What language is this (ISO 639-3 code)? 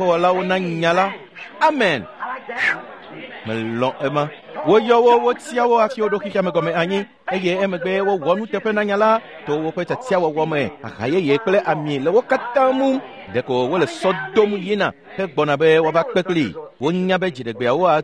ewe